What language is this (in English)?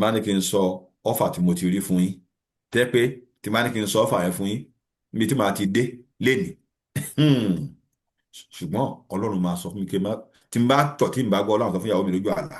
Yoruba